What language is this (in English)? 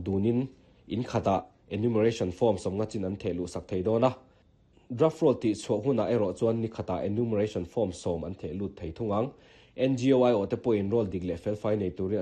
Mizo